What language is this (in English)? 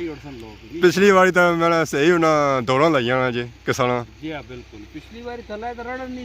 Pahari-Potwari